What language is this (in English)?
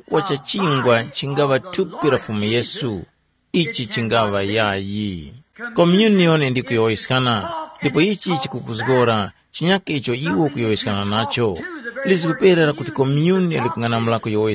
Tumbuka